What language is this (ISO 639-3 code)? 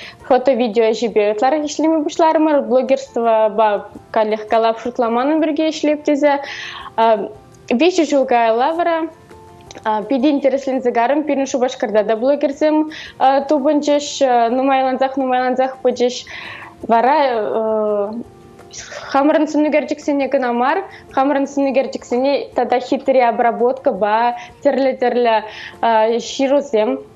chv